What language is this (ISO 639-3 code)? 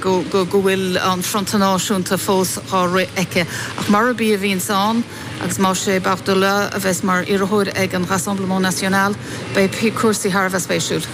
gle